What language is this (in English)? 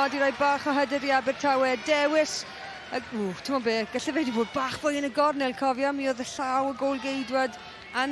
Welsh